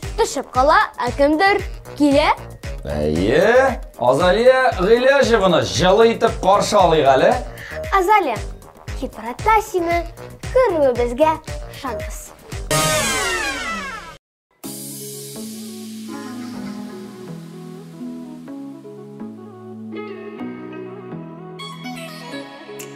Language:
Tatar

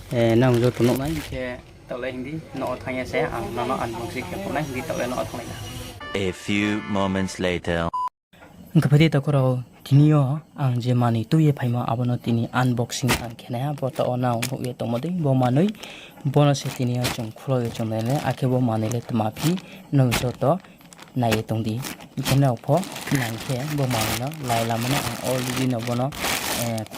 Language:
Riang (India)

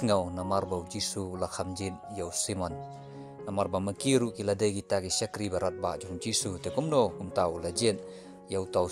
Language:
Khasi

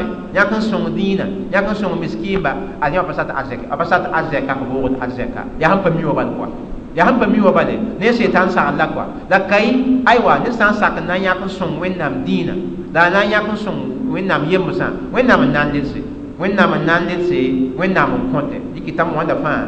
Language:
Mossi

